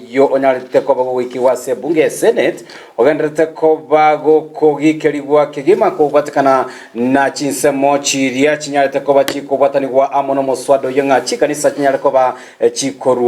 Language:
Gusii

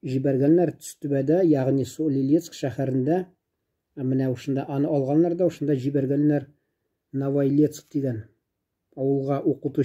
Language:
Tatar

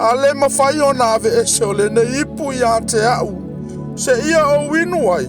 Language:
Samoan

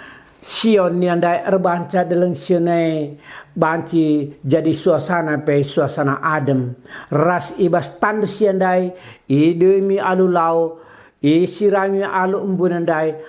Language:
Batak Karo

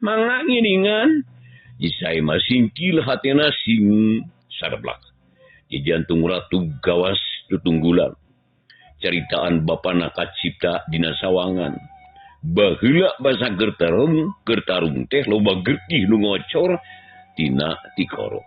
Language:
Sundanese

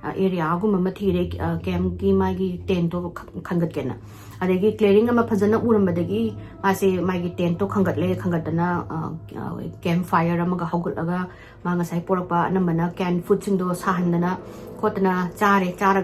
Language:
Manipuri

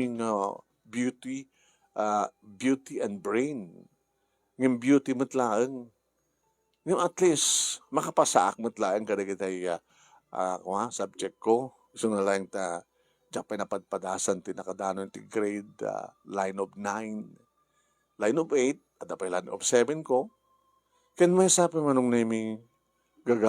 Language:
Iloko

